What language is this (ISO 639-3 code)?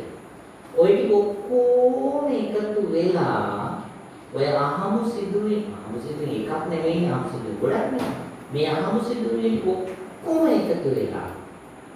sin